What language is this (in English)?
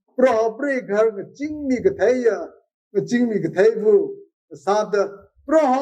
Tangkhul Naga (India)